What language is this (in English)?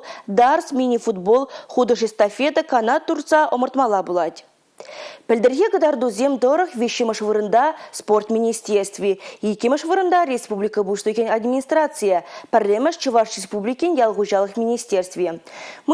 Chuvash